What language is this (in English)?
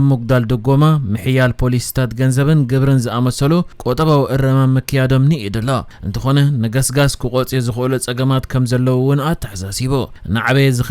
Tigrinya